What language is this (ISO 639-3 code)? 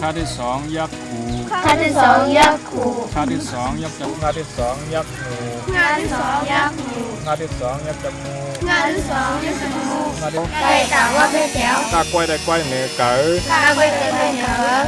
shn